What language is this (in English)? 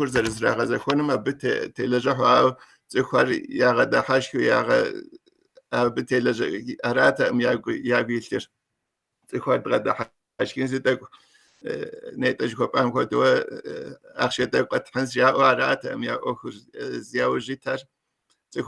Kabardian